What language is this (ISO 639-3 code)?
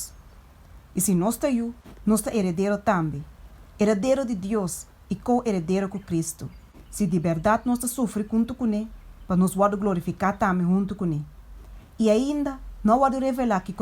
pap